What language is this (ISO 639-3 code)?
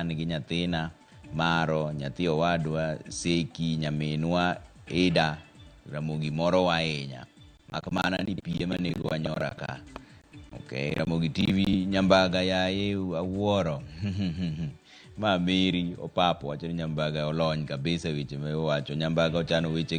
luo